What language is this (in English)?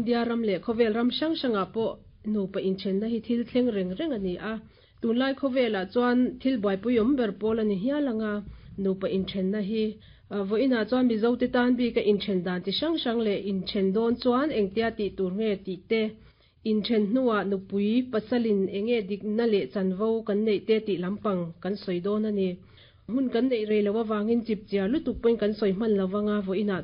Mizo